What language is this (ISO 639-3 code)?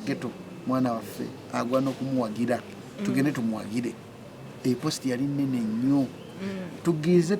lug